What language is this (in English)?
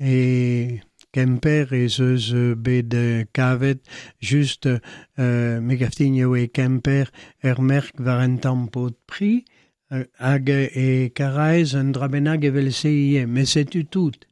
Breton